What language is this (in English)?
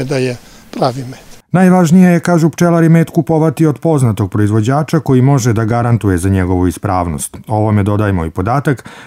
Serbian